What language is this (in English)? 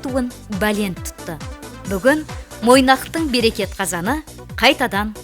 Kara-Kalpak